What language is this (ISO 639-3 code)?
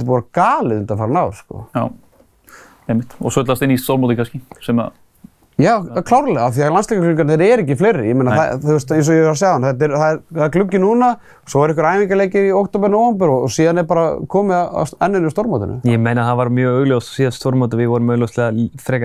isl